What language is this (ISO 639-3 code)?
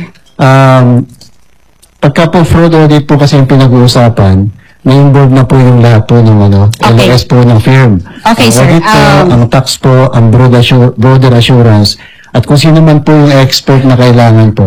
fil